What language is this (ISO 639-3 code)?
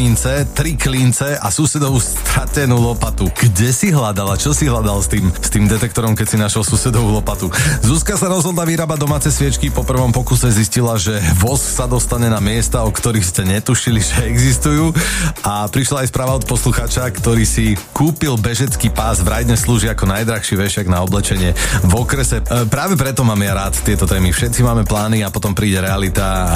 slk